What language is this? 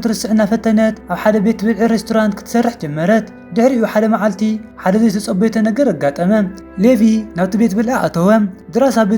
Tigrinya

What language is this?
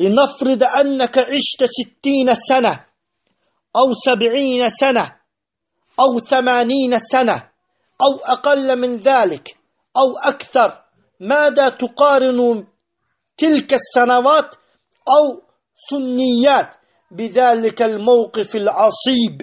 Azerbaijani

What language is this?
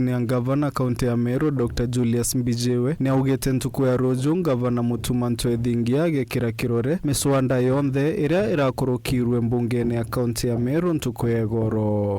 Meru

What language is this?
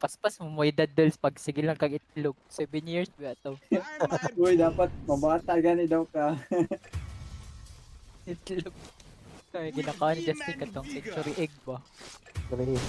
Cebuano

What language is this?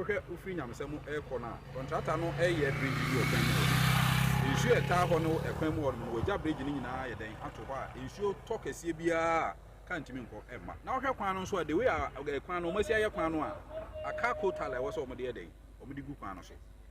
Akan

